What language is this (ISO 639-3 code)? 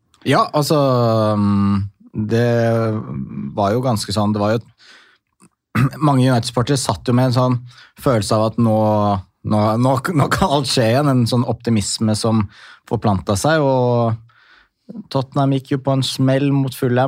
nor